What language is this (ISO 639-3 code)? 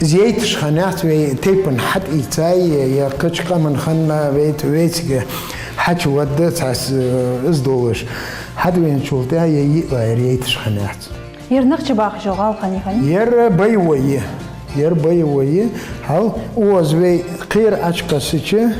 inh